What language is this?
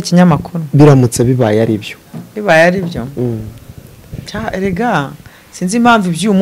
Kinyarwanda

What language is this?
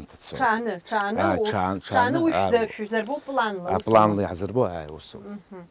Abkhazian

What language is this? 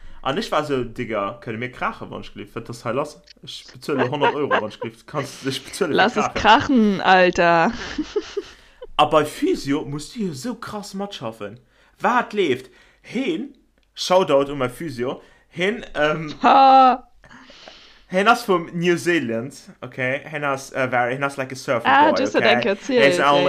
Luxembourgish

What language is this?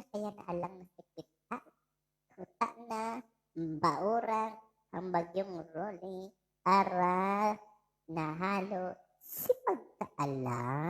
Bikol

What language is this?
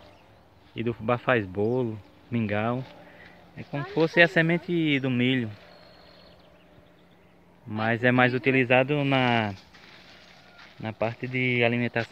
Portuguese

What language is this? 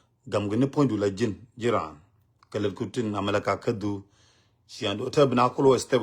Nuer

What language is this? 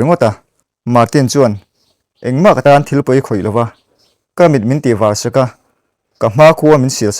Mizo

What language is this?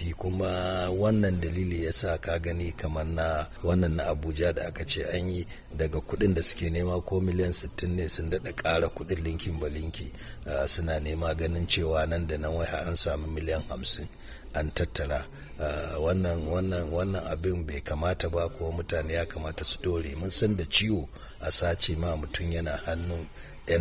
Hausa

